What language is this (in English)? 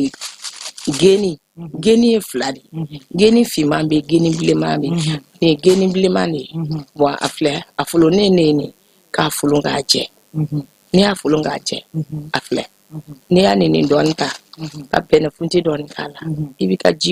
Bambara